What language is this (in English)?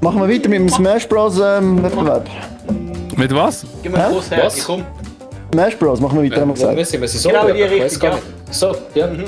Swiss German